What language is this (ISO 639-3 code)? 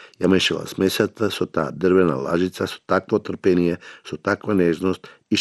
mkd